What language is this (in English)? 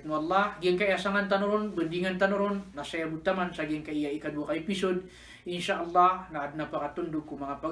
Maranao